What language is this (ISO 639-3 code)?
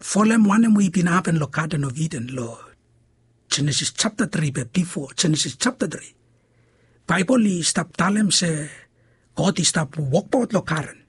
bis